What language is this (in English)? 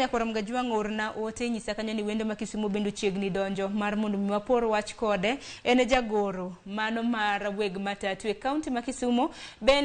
Luo (Kenya and Tanzania)